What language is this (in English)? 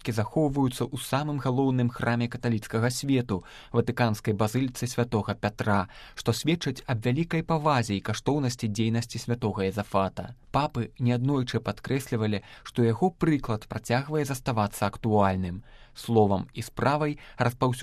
Belarusian